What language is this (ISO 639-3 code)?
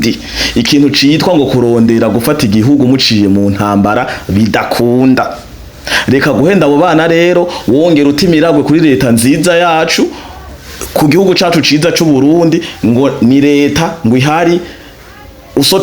run